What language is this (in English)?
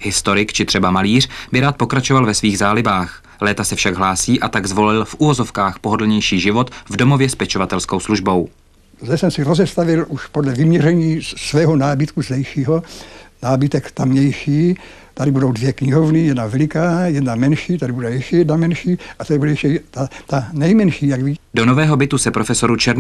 Czech